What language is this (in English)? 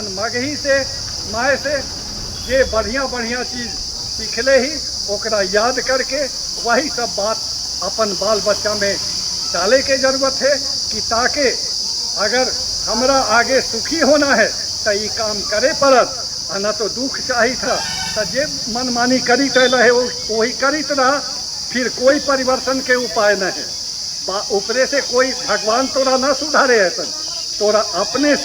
Magahi